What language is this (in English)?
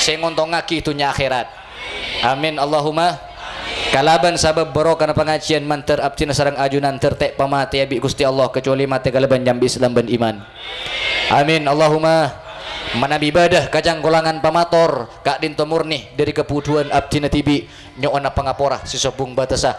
Madurese